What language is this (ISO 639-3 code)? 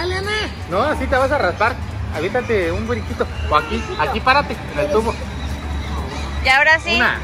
spa